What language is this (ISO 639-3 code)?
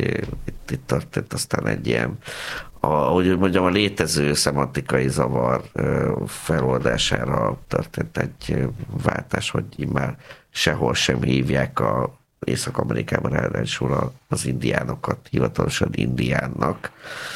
hun